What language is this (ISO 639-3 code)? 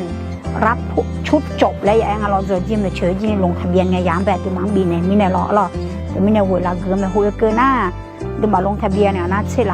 ahk